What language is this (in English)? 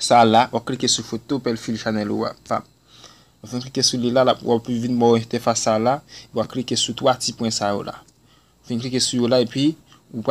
Haitian Creole